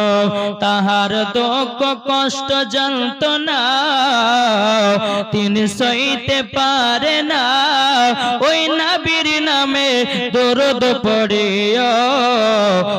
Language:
Bangla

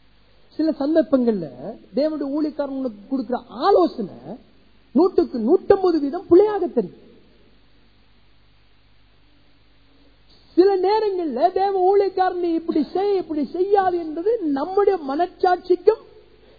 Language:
Tamil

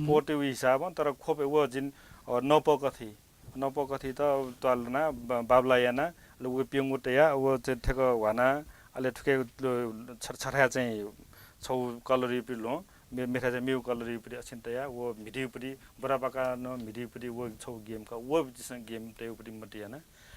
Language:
Newari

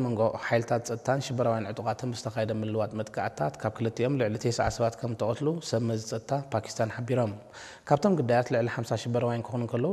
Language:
Tigrinya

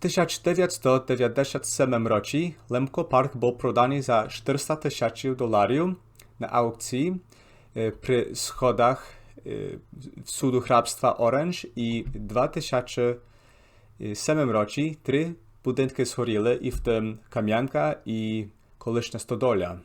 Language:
Rusyn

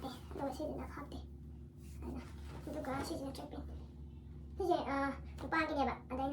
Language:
Manipuri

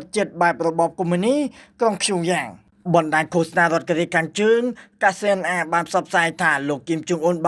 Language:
Khmer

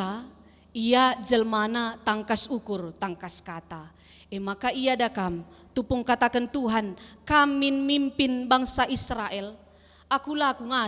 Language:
Batak Karo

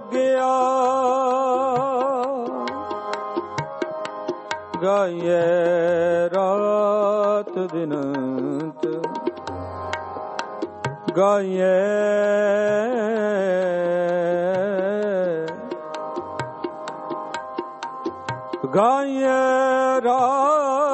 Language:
Punjabi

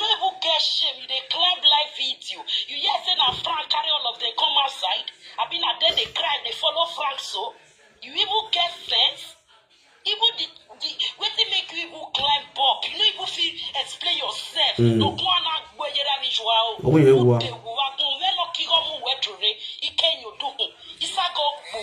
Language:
Nigerian Pidgin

